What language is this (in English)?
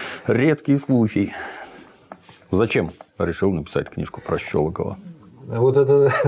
Russian